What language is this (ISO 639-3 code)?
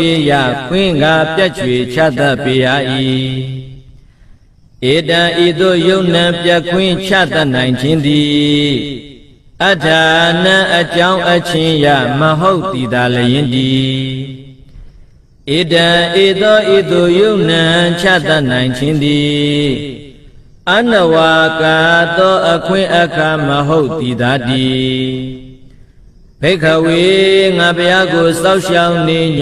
mya